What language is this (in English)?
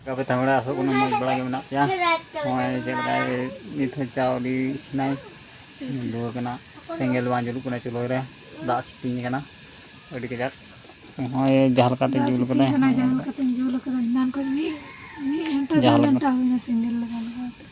Santali